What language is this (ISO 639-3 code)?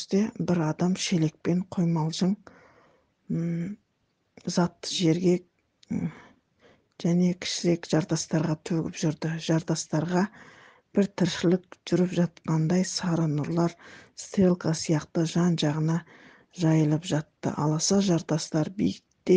kaz